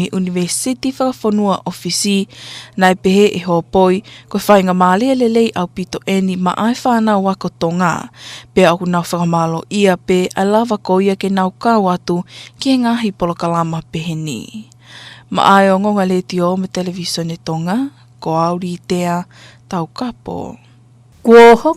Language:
Tongan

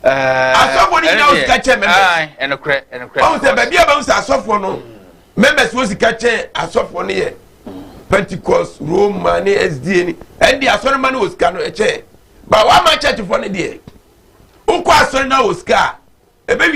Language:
Akan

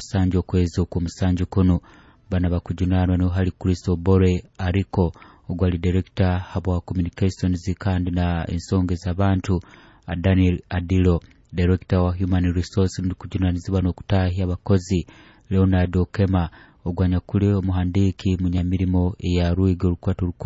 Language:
Nyoro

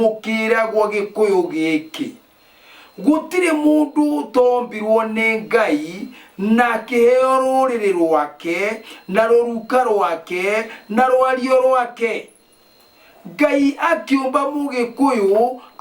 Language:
Kikuyu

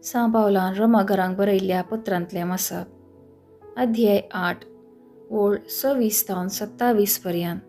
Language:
Konkani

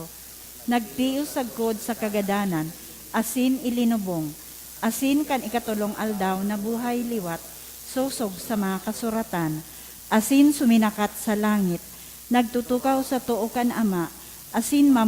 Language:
Bikol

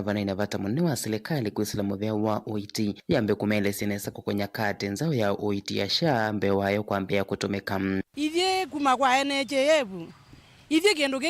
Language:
Kamba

